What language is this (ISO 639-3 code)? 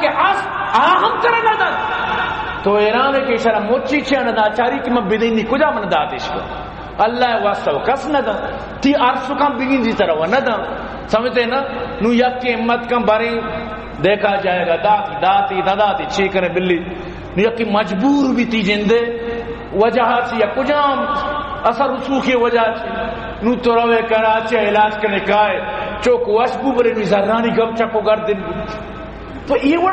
bal